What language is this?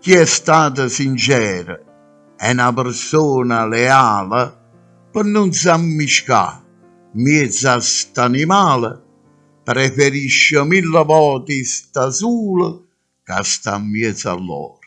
Neapolitan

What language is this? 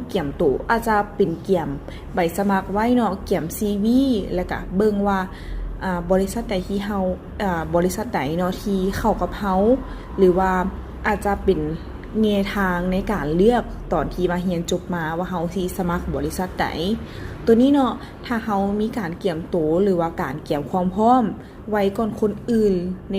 Lao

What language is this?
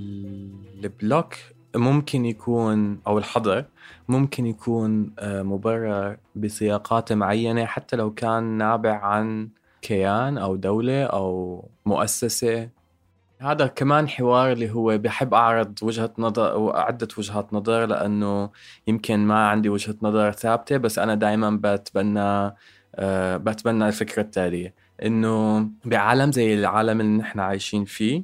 North Levantine Arabic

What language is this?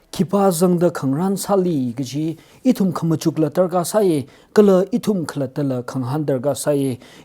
Tangkhul Naga (India)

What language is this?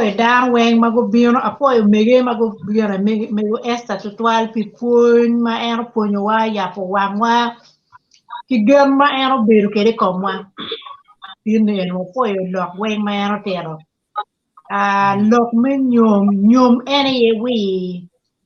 Acoli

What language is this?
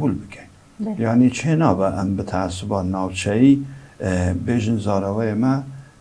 Kurdish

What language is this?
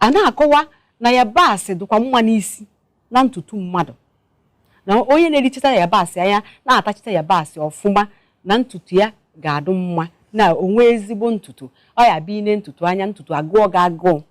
Igbo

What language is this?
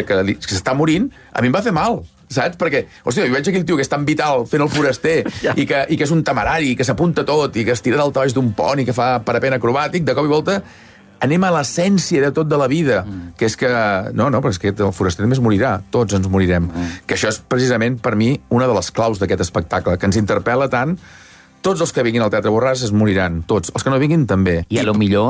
Catalan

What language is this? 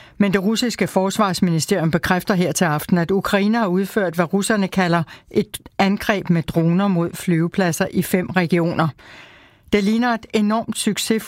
Danish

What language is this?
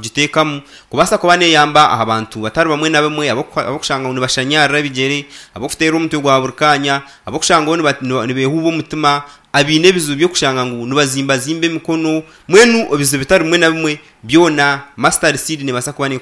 Nyankole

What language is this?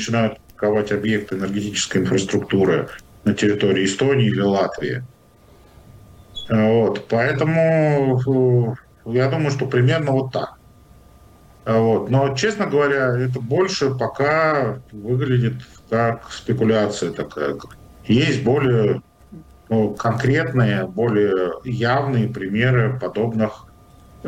Russian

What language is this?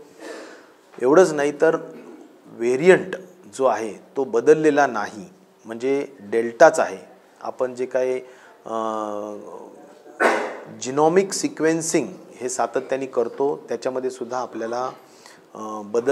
Marathi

